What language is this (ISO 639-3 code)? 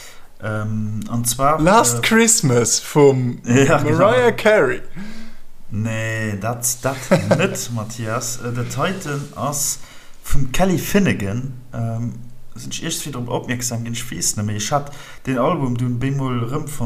ltz